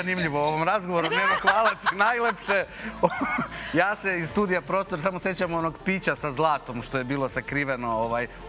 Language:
Serbian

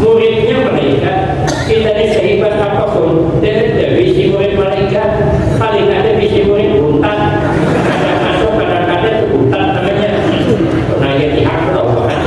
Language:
Banjar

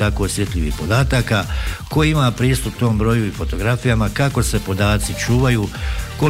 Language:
Bosnian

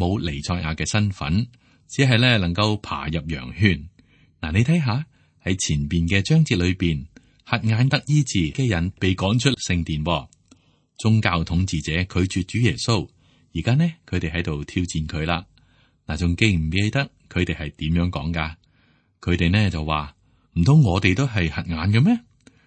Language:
Cantonese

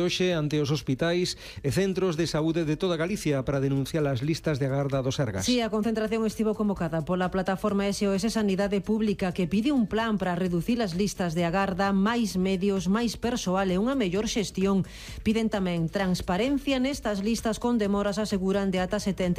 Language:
Galician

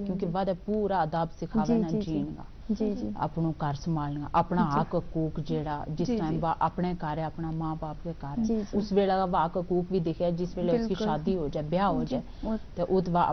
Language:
Gujari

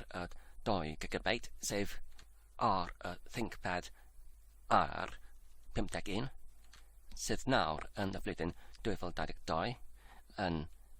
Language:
Welsh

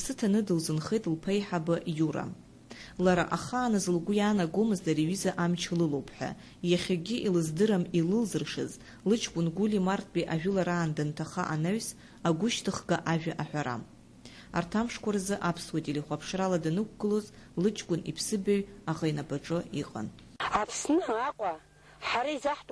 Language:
Abkhazian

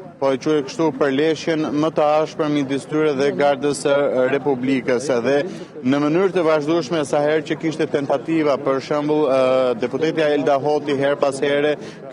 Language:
Albanian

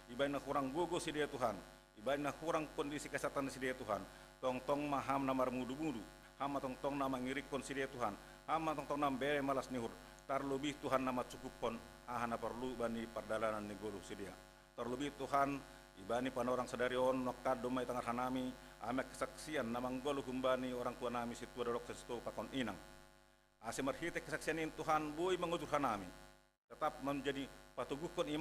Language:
Batak Simalungun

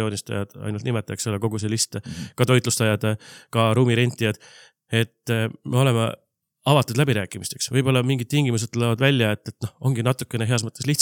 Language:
Estonian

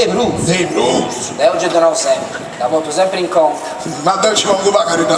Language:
Sardinian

